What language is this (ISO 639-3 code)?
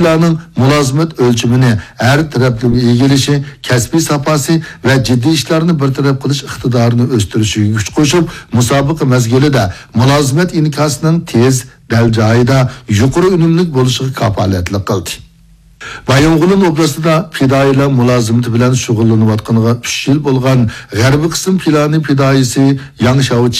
uig